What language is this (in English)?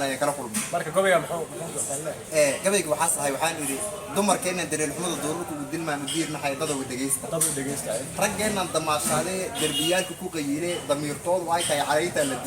Somali